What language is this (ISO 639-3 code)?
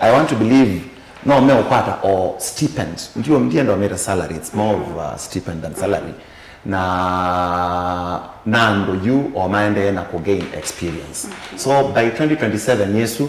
kam